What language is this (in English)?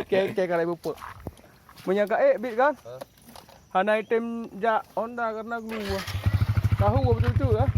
Achinese